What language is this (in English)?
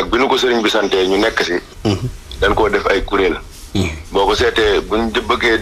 Wolof